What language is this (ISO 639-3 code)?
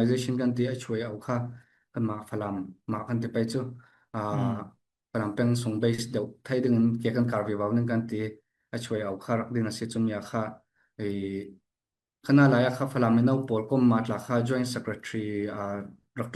cfm